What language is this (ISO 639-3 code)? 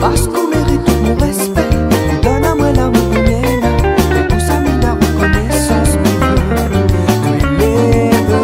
rcf